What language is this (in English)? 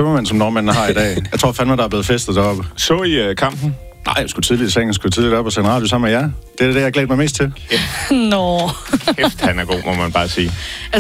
Danish